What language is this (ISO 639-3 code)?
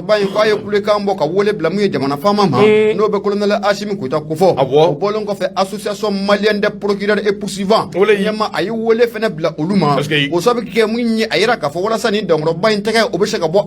bam